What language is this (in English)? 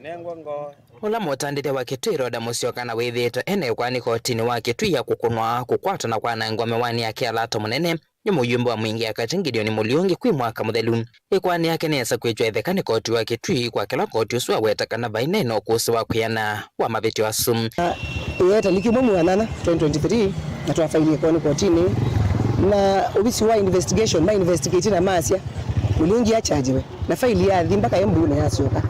Kamba